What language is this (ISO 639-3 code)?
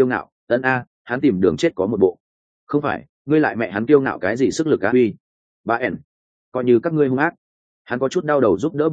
vie